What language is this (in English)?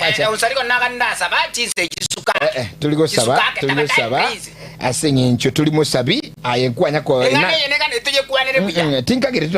Gusii